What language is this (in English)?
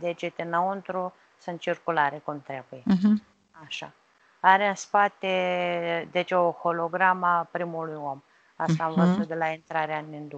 Romanian